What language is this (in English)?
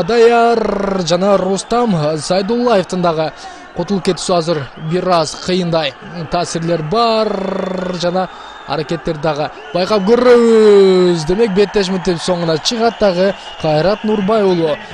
Kyrgyz